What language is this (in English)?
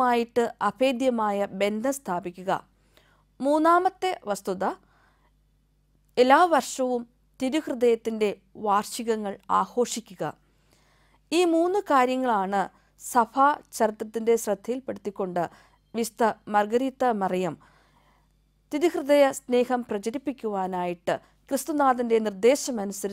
Malayalam